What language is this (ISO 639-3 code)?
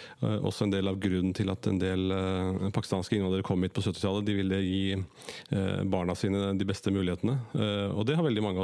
nor